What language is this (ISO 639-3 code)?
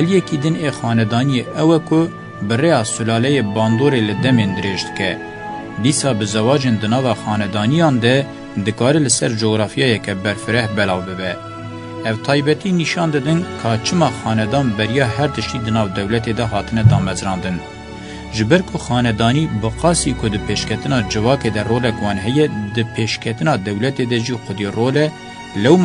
kur